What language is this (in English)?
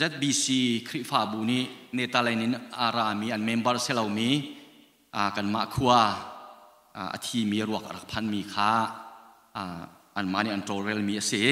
Hakha Chin